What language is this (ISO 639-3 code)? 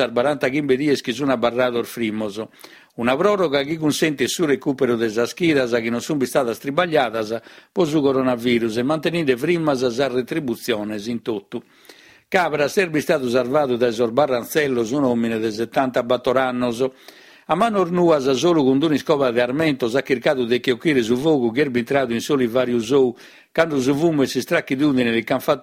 srd